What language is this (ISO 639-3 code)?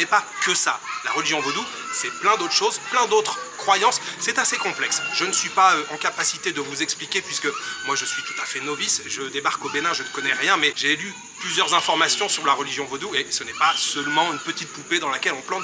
fra